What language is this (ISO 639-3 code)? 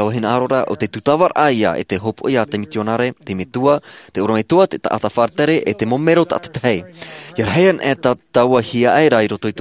tah